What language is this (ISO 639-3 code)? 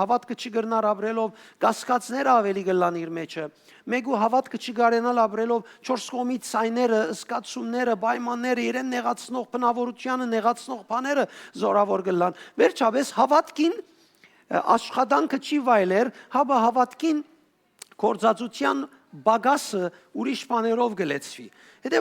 hyw